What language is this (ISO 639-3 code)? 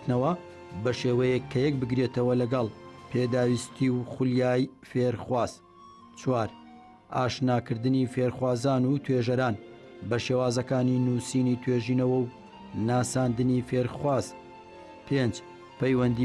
ckb